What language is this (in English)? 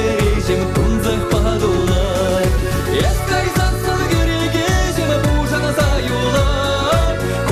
Chuvash